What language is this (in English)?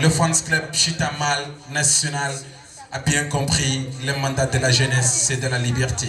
Fula